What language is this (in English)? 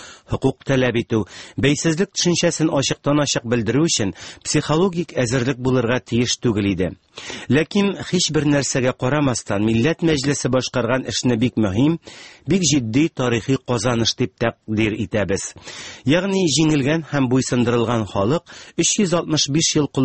Tatar